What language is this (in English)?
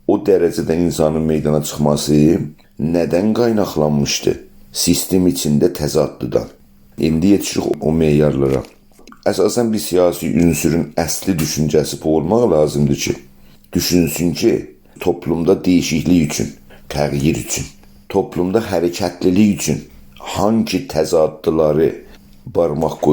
South Azerbaijani